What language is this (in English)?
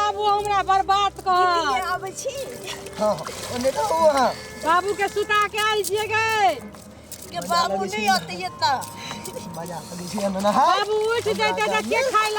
Maithili